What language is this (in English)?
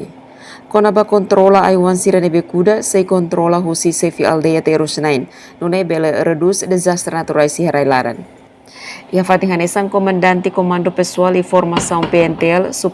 Tetum